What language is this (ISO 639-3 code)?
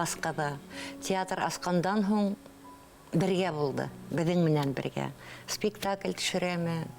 bak